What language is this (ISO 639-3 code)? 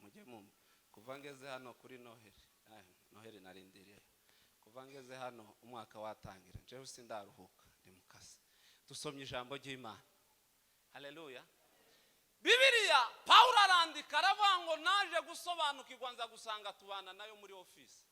kin